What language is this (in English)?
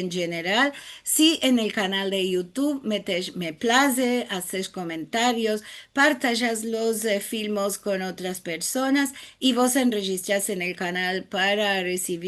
Ladino